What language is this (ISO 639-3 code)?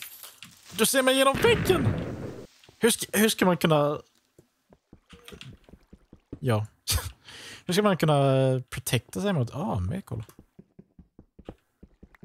swe